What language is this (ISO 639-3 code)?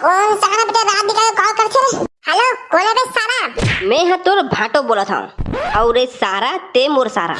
hne